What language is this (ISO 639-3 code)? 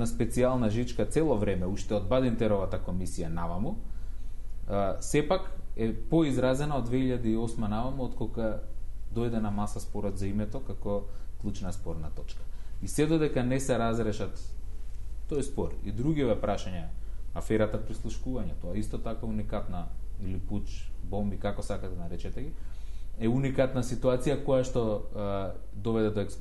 mkd